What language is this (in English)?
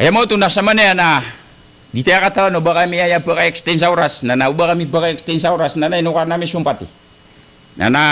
Maranao